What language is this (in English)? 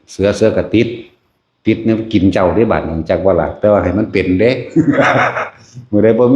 Lao